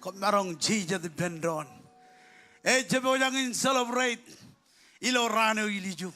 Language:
Marshallese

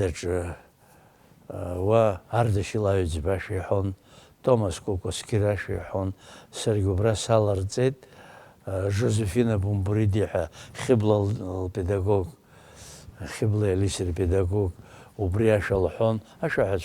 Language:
Abkhazian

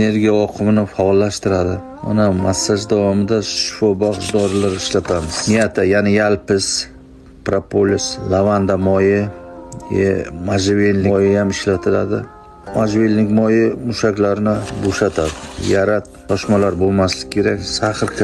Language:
Uzbek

